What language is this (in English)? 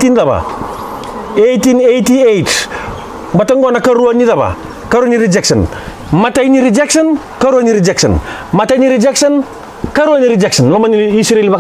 Fijian